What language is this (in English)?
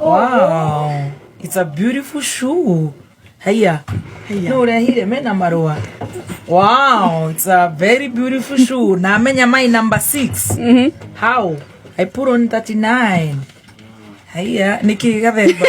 Kikuyu